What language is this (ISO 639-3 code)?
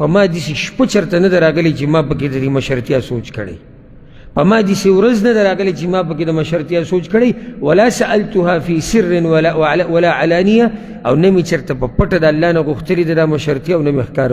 pus